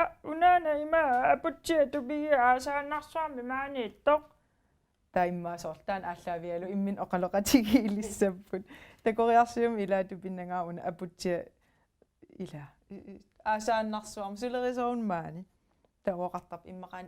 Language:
Kalaallisut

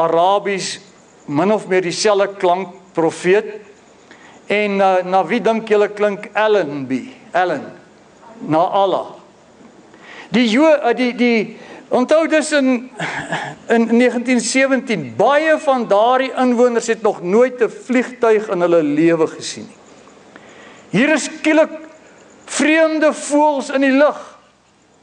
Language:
Afrikaans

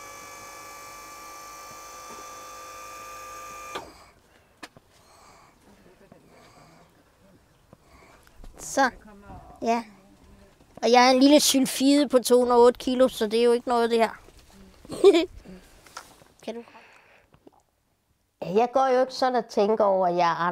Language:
Danish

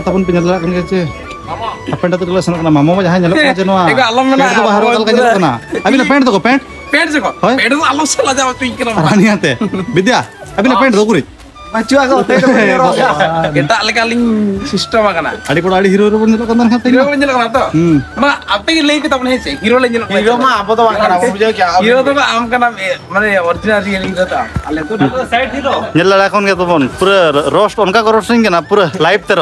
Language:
Santali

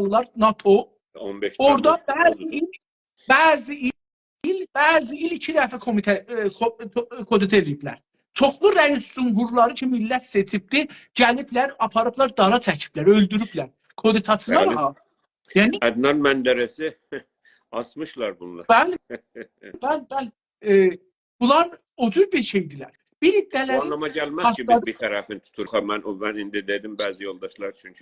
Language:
South Azerbaijani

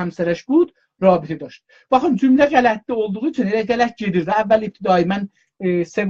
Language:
South Azerbaijani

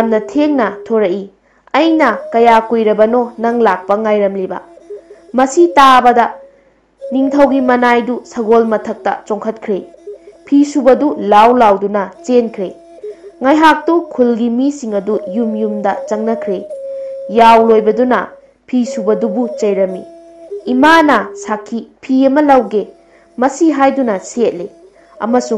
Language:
Manipuri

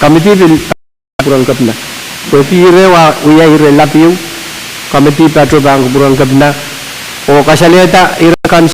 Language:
Pohnpeian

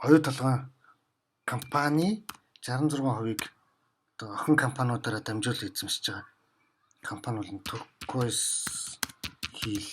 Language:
Mongolian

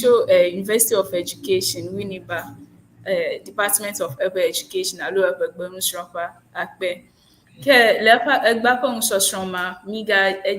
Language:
Ewe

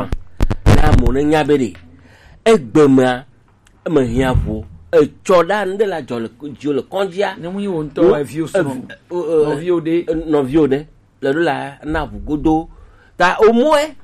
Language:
Gen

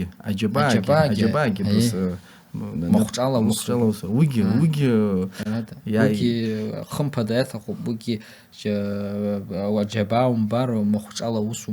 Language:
Abkhazian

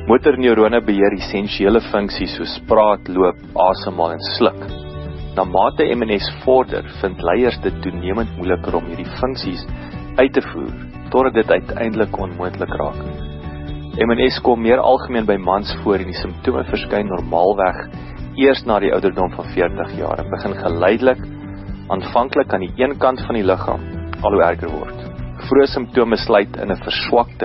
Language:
Afrikaans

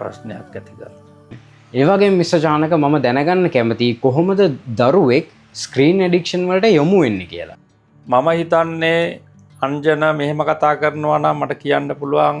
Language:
Sinhala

